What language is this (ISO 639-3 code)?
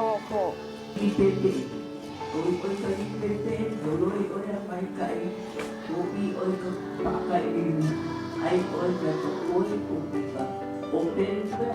haw